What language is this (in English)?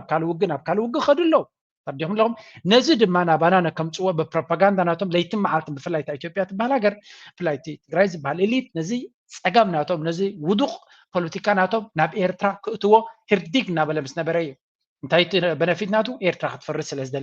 Tigrinya